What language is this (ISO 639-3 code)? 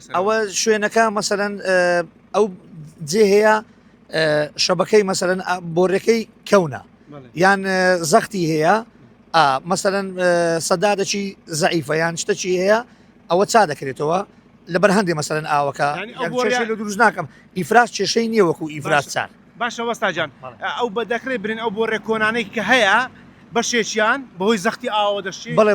ckb